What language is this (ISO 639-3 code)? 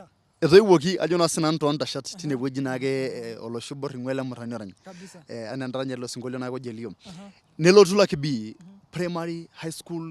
mas